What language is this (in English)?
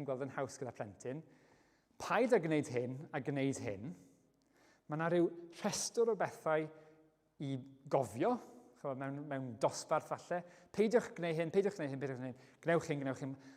Welsh